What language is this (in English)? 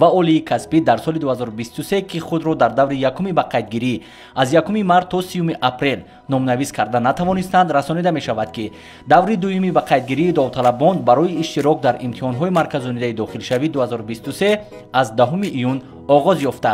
Tajik